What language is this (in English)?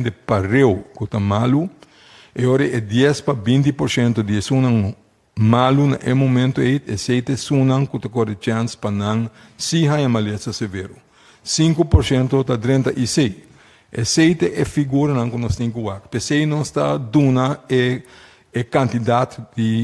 Papiamento